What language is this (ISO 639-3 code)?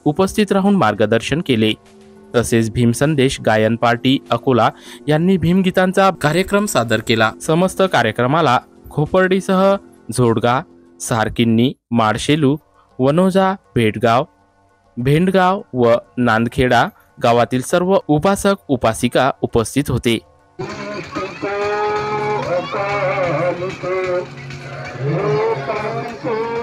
mar